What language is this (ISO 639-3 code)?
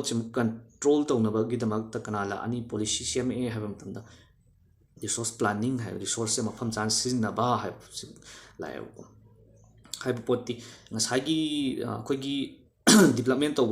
mni